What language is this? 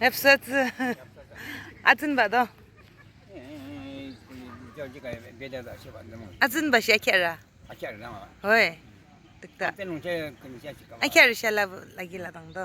Yimchungru Naga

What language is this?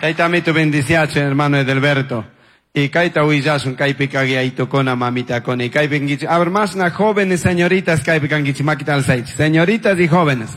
Chimborazo Highland Quichua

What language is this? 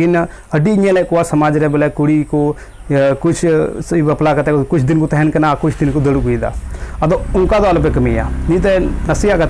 Santali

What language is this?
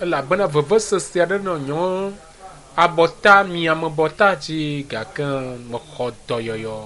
Ewe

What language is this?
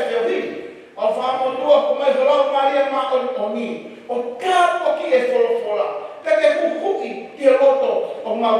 Tongan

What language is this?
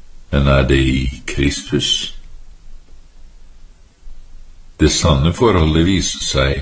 Norwegian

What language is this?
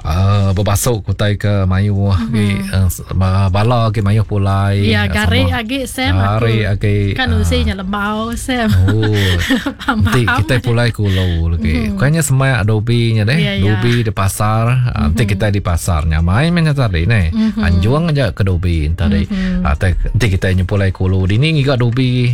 Iban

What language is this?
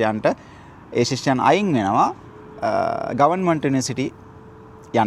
Sinhala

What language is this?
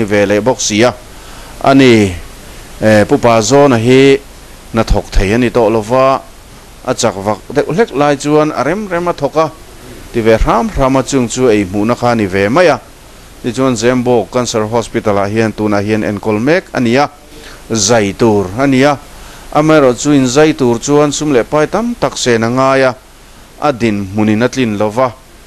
Mizo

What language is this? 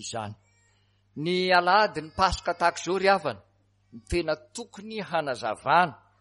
Malagasy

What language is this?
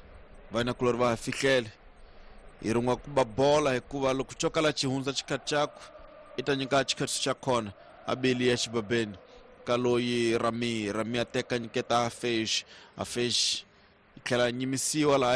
Tsonga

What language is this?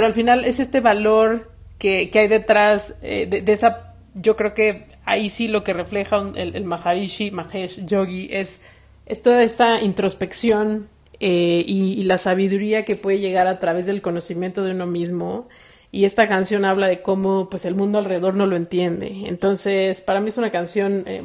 Spanish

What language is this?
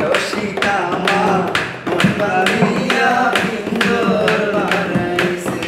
Sylheti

